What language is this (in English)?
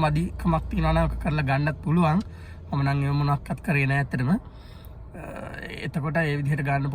Sinhala